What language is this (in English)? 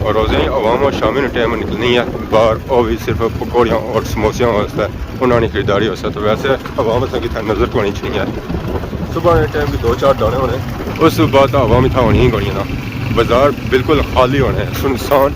Pahari-Potwari